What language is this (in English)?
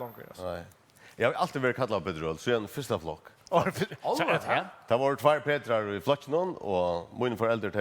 Faroese